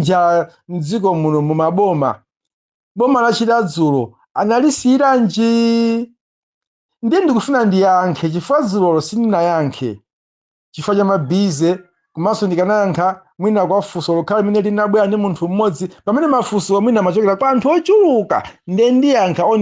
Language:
Nyanja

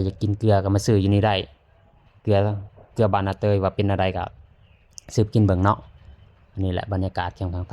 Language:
Lao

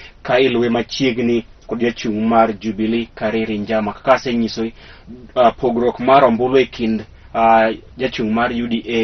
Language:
Luo (Kenya and Tanzania)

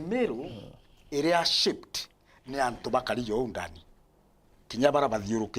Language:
Meru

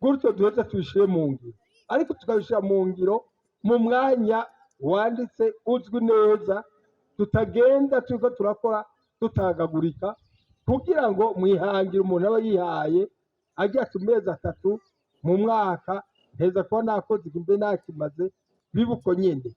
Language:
Rundi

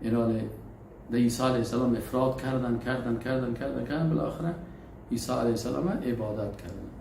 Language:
Persian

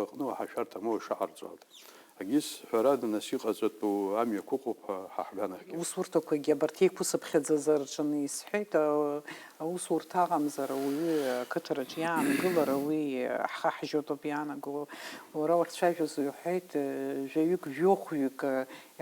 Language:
Abkhazian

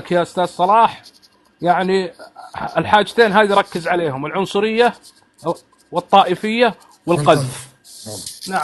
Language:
North Levantine Arabic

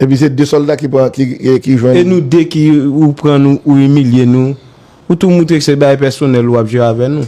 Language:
Haitian Creole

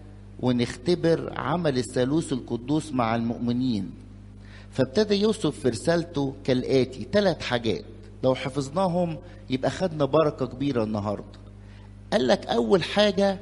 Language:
Egyptian Arabic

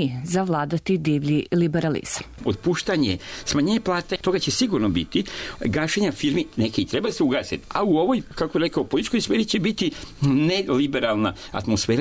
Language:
Serbian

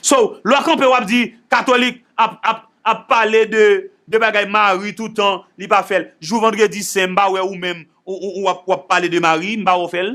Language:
Haitian Creole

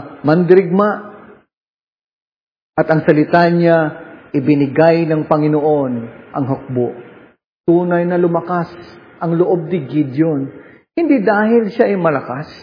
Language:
Filipino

